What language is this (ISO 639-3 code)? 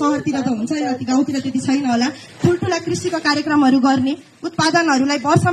nep